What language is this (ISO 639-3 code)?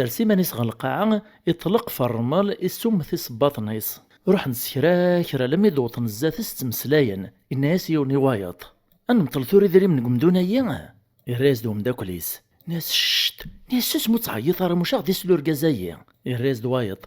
kab